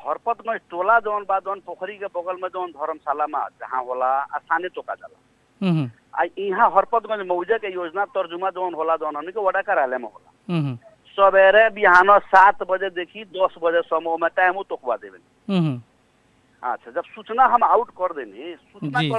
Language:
Bhojpuri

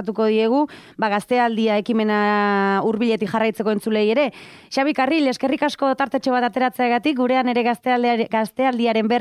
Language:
Basque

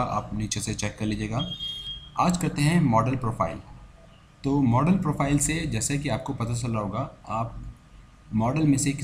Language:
Hindi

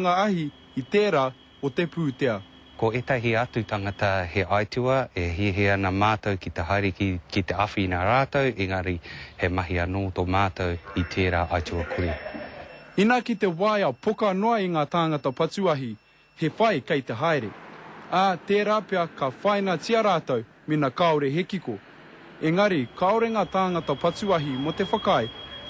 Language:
Māori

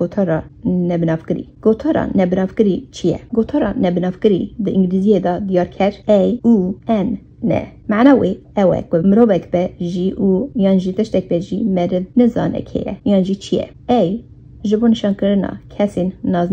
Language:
Kurdish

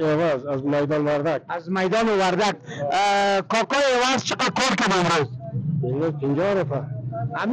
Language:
Persian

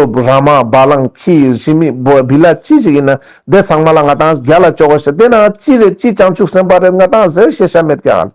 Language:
Ladakhi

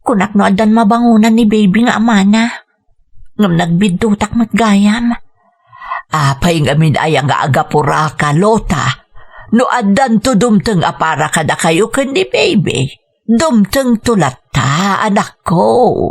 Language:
Iloko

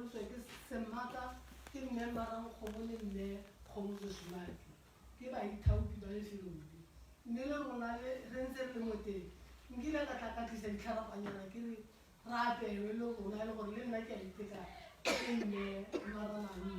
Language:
Tswana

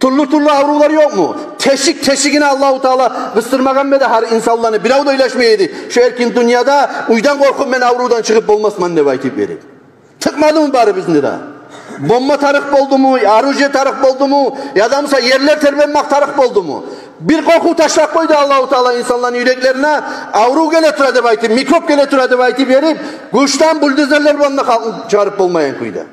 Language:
Kumyk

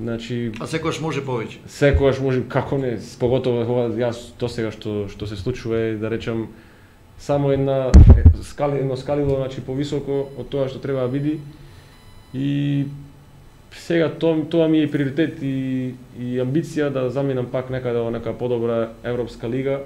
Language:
Macedonian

